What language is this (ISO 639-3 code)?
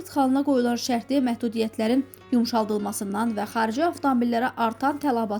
aze